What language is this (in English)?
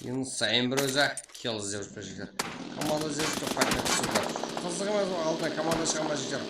Kara-Kalpak